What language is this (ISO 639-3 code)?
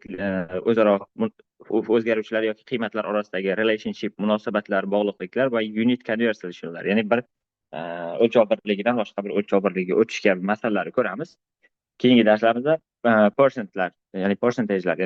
uzb